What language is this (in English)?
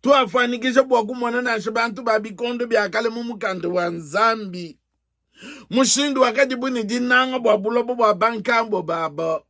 Luba-Lulua